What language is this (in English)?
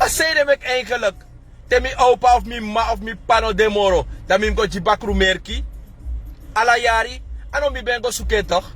Sranan Tongo